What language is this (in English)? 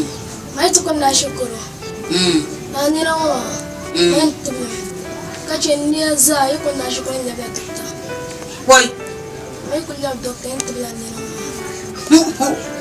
Dagbani